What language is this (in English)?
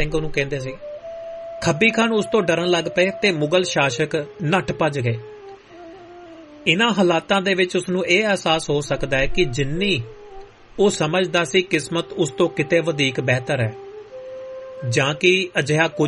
Punjabi